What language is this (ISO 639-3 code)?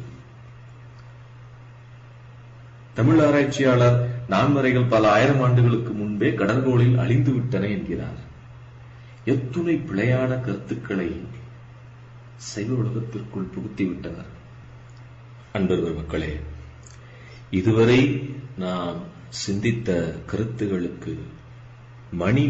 tam